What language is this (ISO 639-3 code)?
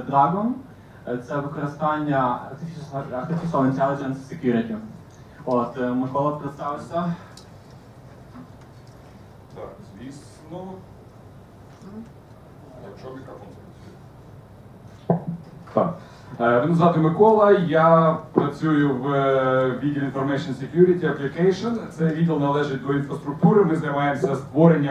ukr